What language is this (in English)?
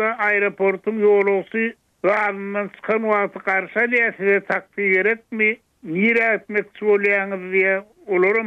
Turkmen